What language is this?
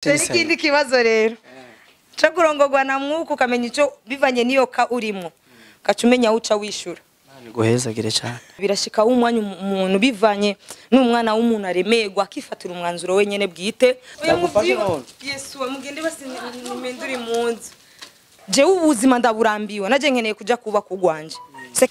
Rundi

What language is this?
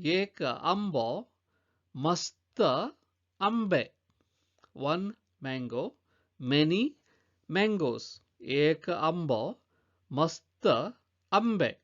Konkani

